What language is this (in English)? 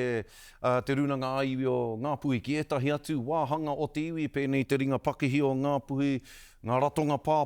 Māori